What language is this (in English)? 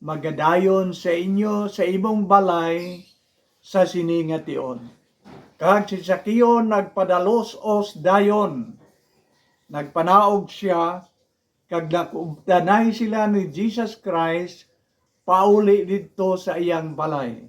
Hiligaynon